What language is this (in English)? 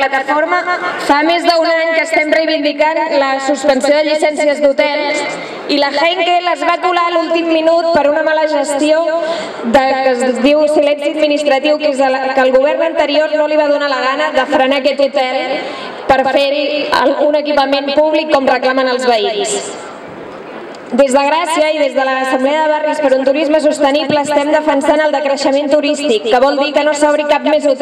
Catalan